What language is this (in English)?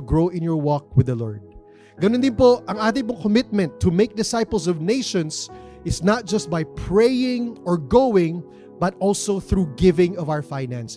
Filipino